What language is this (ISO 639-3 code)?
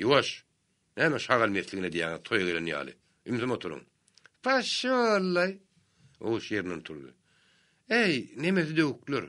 tuk